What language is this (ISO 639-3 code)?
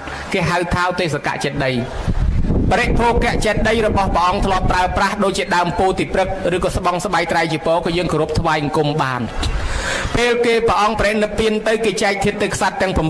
khm